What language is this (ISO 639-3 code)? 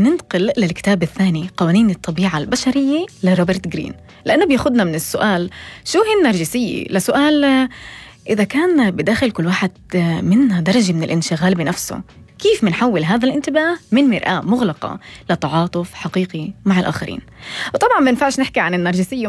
apc